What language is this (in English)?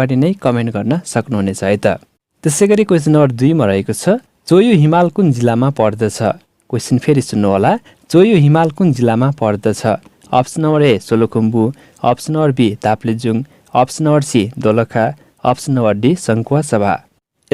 Nepali